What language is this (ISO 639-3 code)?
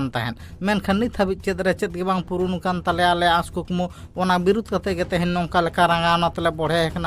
sat